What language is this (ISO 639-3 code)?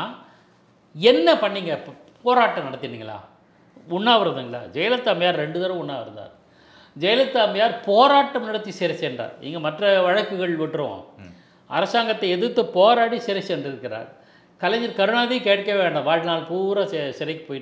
tam